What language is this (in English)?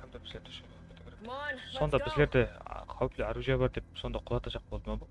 Kara-Kalpak